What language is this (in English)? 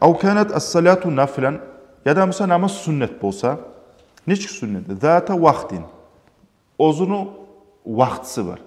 Kumyk